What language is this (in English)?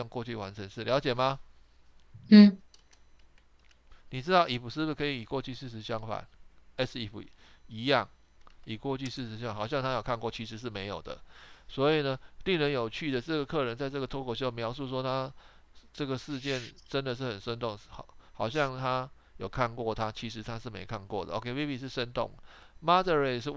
Chinese